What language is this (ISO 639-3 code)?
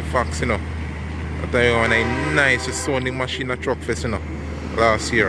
jam